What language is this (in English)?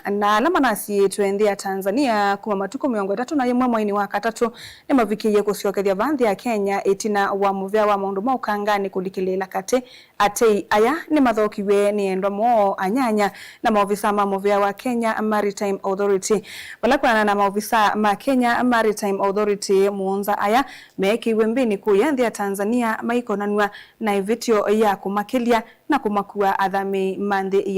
Kamba